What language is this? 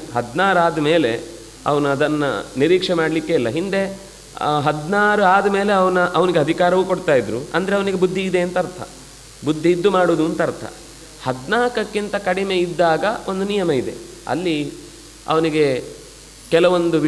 Kannada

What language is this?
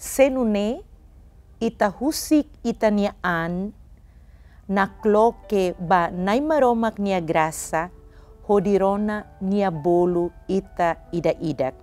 Tetum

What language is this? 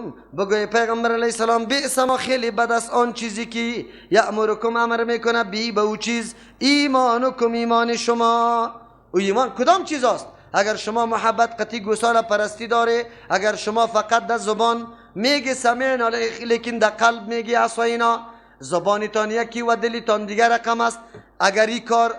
Persian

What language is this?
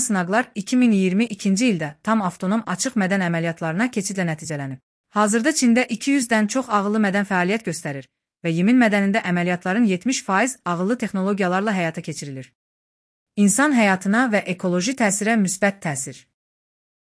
Azerbaijani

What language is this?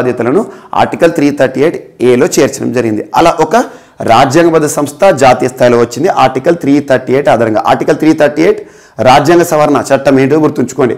Telugu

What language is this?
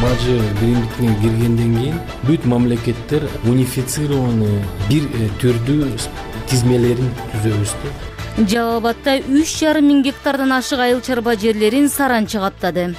Kyrgyz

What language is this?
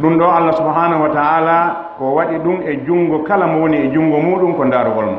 Fula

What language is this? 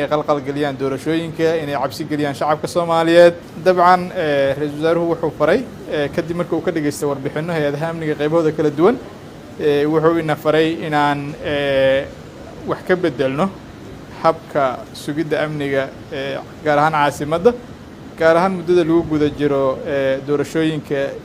Somali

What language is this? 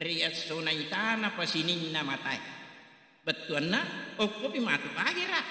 Buginese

